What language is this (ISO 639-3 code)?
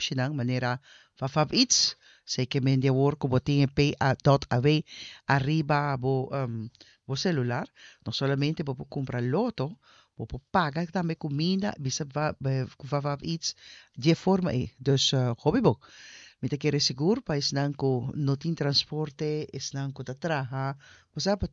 pap